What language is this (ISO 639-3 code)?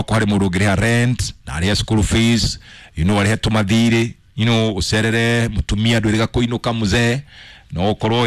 kik